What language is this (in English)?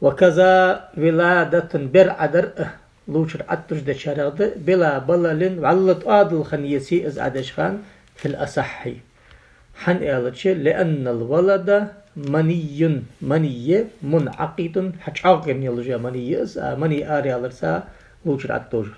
Ingush